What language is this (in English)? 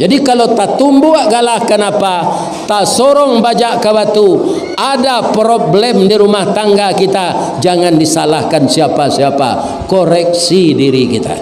Minangkabau